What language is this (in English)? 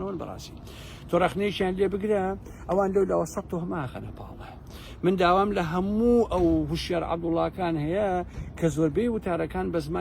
Central Kurdish